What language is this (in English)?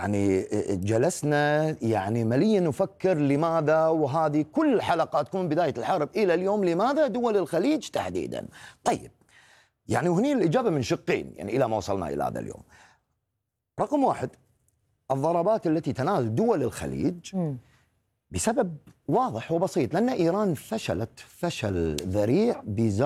Arabic